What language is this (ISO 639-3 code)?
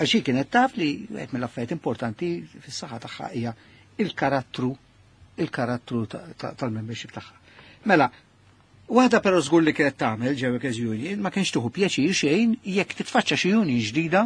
mlt